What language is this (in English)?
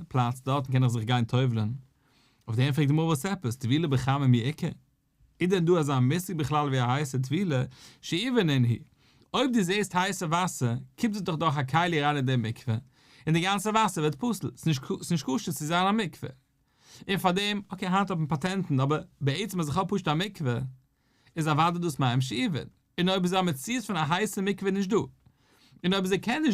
Yiddish